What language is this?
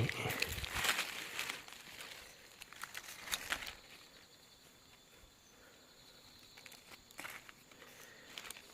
Lao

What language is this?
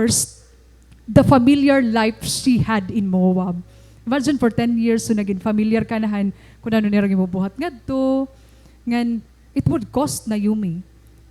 Waray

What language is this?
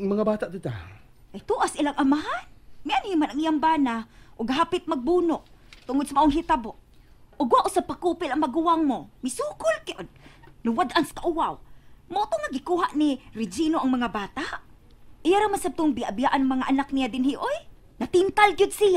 Cebuano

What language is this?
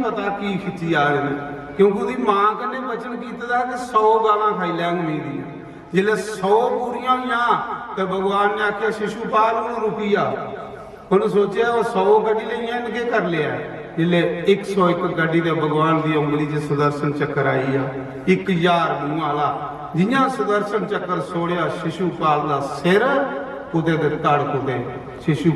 Dogri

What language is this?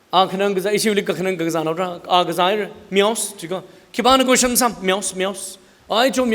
Tangkhul Naga (India)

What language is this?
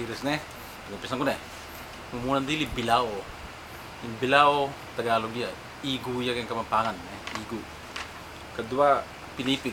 Pampanga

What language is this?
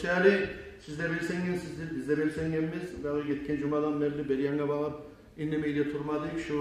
Kumyk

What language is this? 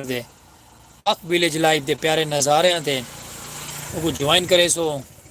Saraiki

